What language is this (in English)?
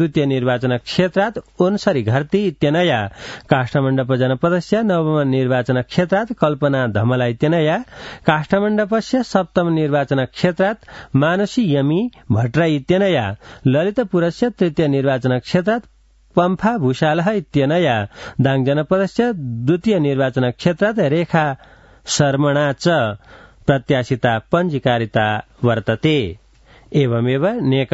Sanskrit